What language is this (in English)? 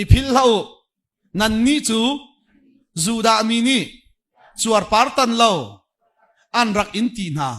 Hakha Chin